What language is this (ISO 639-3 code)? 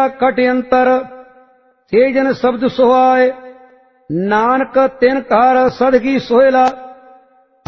pan